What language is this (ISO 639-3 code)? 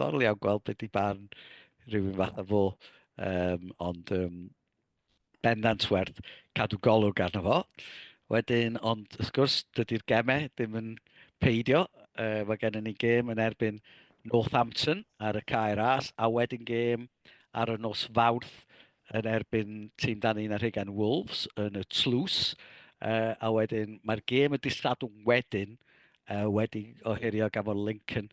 cym